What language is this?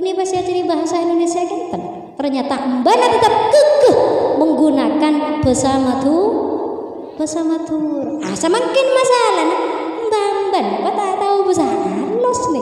Madurese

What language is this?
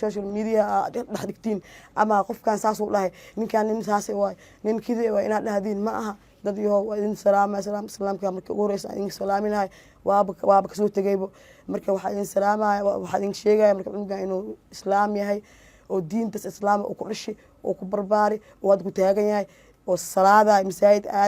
Somali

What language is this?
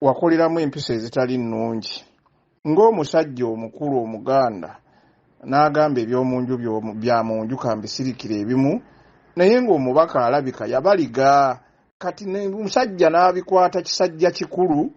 Ganda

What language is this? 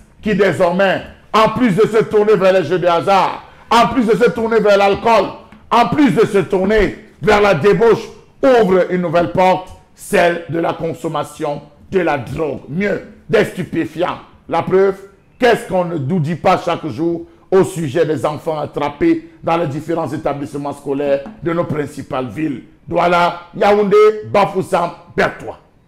French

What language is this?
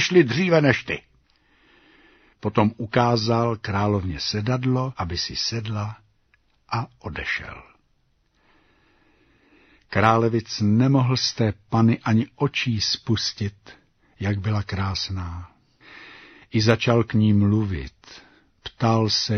Czech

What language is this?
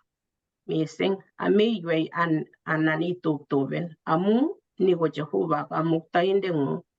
Kalenjin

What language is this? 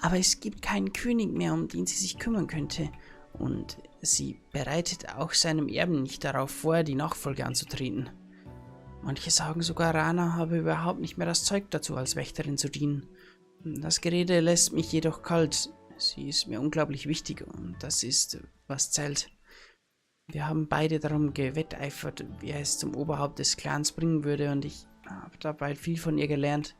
Bavarian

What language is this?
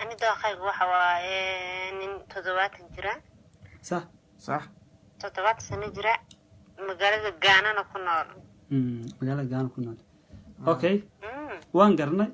Somali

